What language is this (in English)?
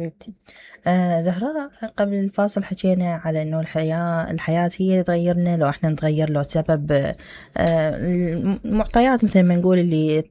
Mesopotamian Arabic